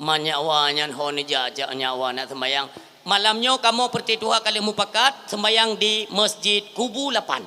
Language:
Achinese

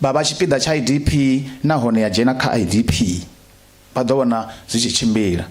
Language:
Venda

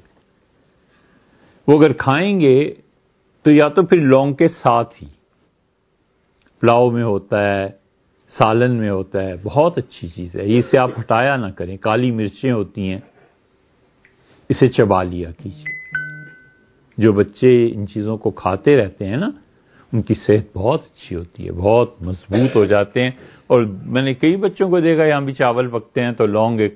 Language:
Urdu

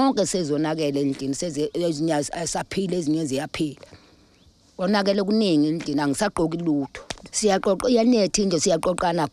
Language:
Zulu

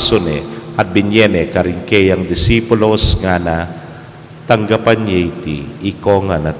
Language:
Pampanga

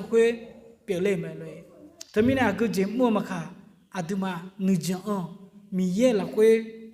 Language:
Akha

